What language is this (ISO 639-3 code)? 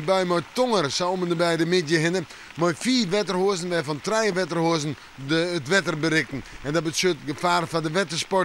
fry